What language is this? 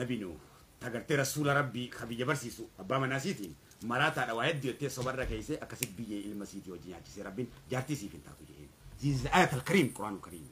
Oromo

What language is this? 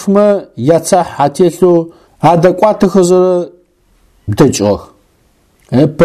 Adyghe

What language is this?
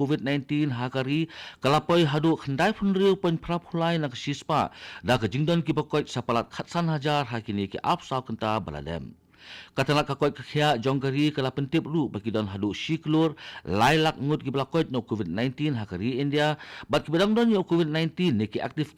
Khasi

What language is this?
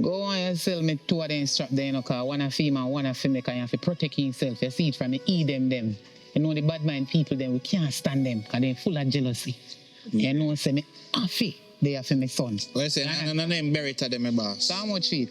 Jamaican Creole English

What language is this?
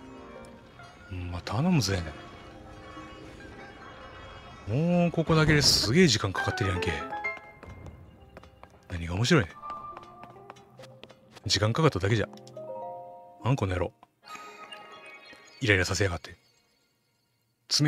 Japanese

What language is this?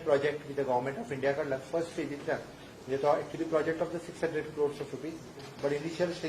Konkani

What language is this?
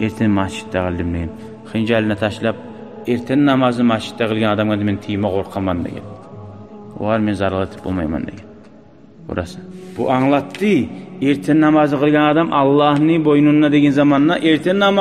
Kumyk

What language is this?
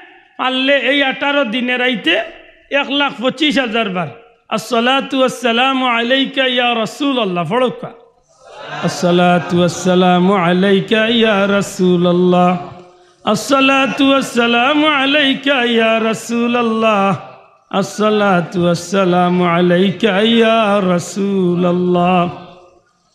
Sylheti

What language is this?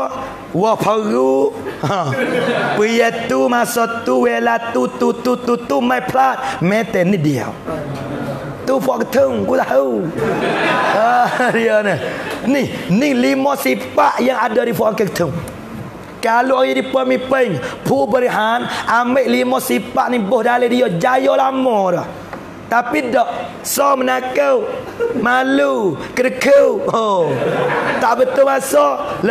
Pattani Malay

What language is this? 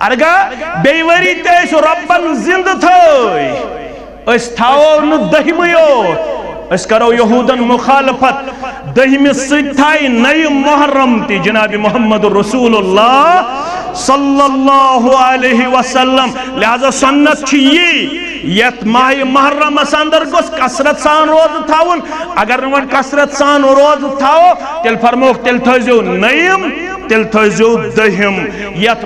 Kashmiri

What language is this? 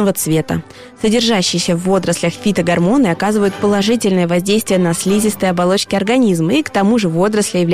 Russian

